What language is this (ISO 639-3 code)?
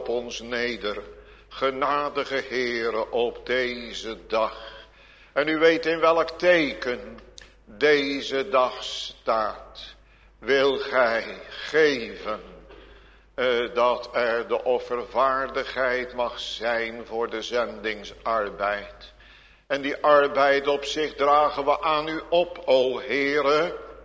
nld